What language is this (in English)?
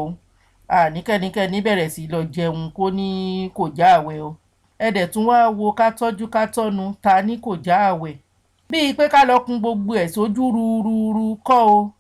Yoruba